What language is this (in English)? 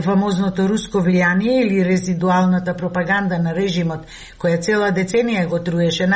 Macedonian